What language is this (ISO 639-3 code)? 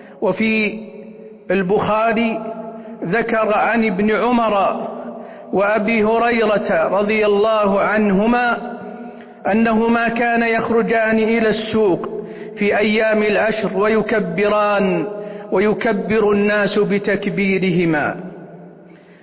ara